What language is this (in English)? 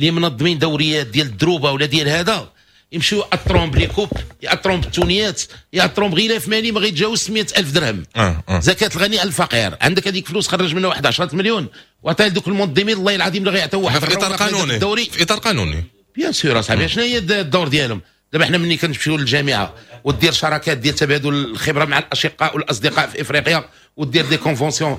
Moroccan Arabic